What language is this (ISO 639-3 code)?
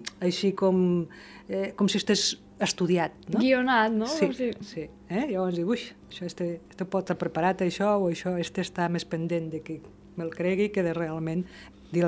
cat